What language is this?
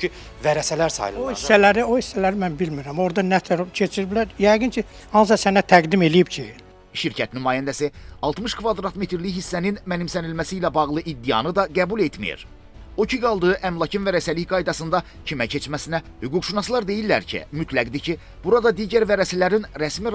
Azerbaijani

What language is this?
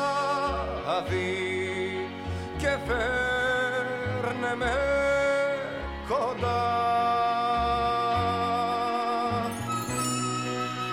Greek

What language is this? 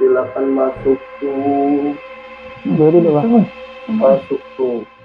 Musi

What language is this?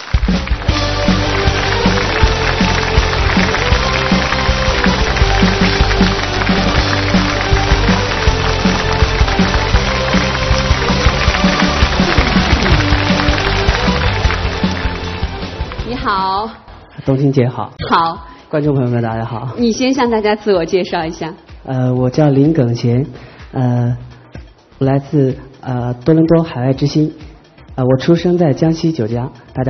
Chinese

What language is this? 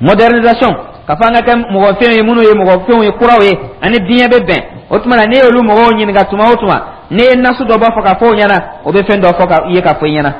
Dyula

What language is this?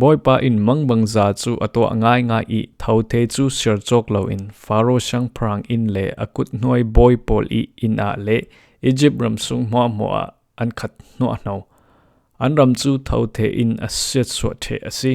Falam Chin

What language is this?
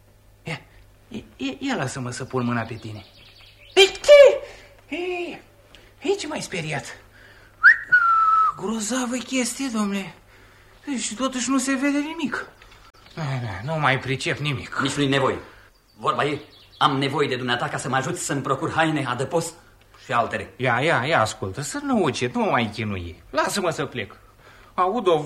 Romanian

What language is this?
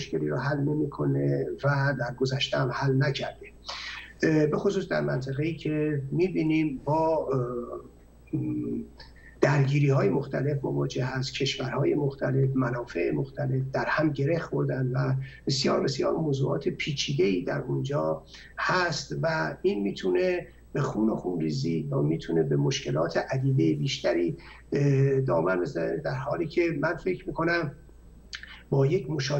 Persian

